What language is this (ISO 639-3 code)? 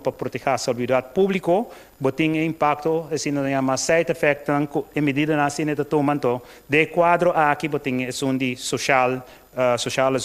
pap